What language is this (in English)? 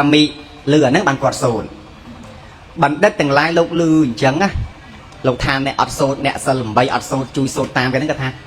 Khmer